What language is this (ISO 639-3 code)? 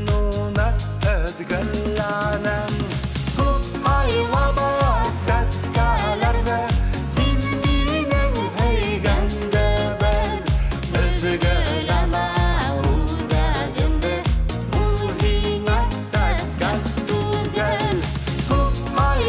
bak